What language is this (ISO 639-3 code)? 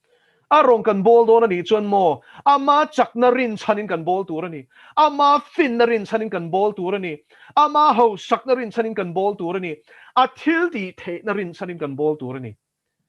lus